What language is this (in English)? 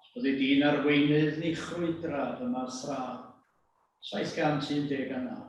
Welsh